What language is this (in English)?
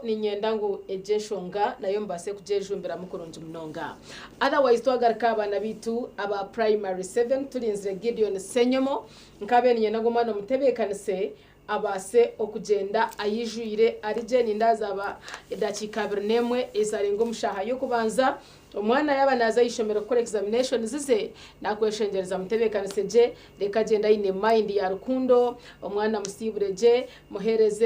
Nyankole